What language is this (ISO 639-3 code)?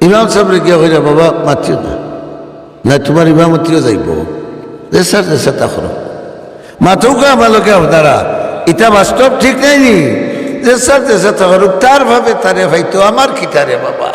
syl